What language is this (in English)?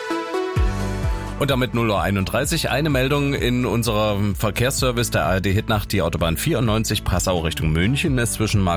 German